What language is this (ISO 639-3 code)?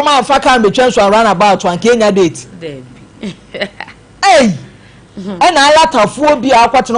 aka